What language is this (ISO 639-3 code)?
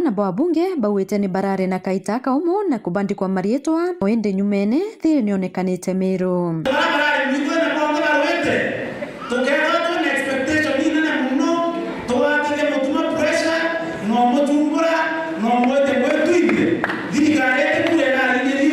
mer